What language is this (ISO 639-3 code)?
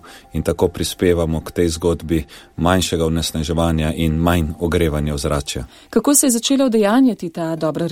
slv